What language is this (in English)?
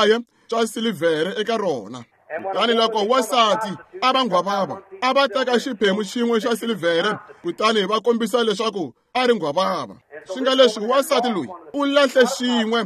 Tsonga